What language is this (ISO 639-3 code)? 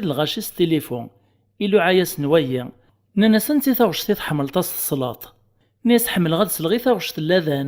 kab